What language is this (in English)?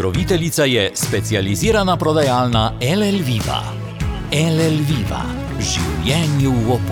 Slovenian